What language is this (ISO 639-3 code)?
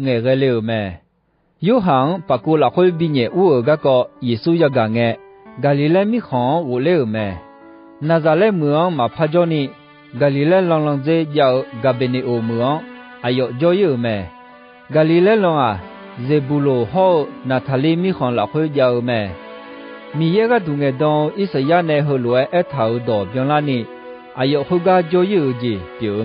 ahk